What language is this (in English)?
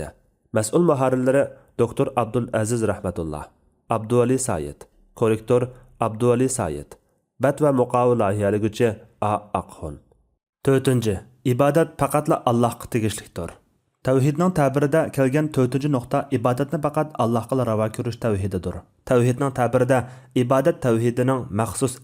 Uyghur